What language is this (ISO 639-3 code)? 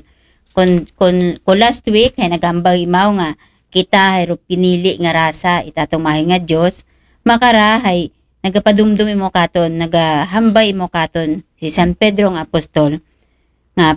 akl